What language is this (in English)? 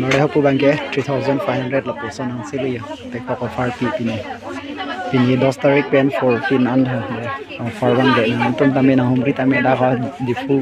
Karbi